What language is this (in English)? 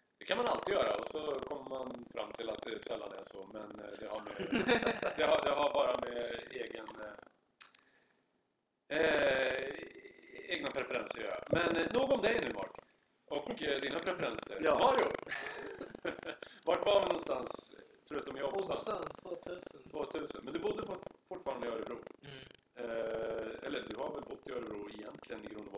Swedish